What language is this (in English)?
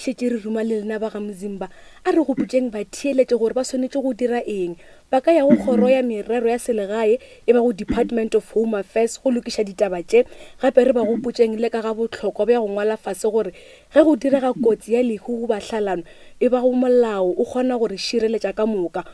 Northern Sotho